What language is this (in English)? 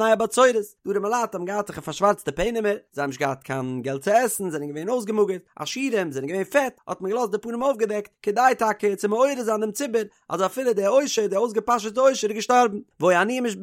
Yiddish